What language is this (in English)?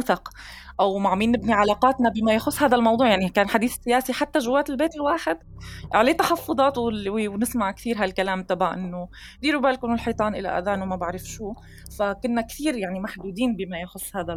North Levantine Arabic